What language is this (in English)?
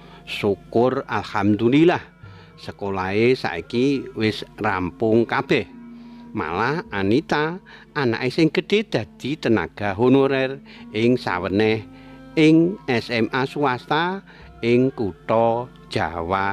Javanese